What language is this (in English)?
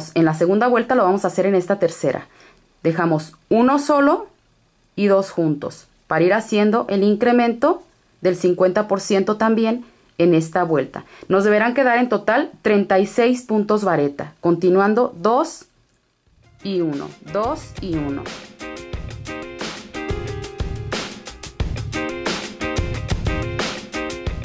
Spanish